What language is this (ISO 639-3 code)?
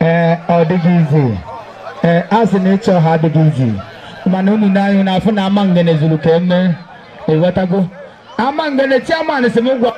ibo